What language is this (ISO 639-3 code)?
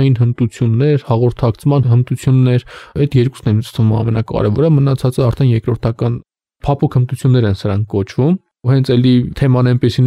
hye